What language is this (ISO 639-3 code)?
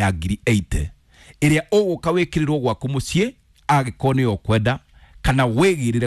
kik